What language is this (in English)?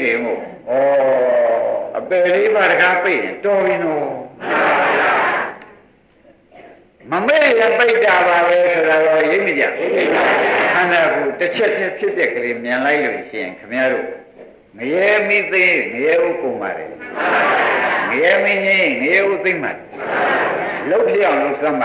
Burmese